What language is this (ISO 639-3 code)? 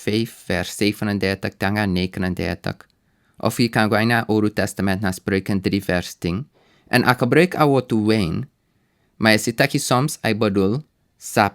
srn